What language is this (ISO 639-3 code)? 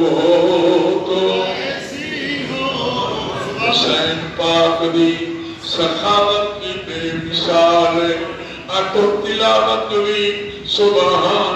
skr